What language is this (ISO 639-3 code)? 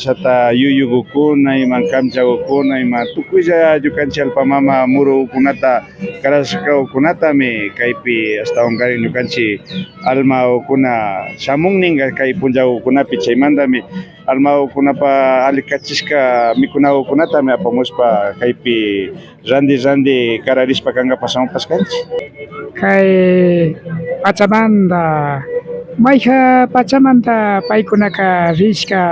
qvi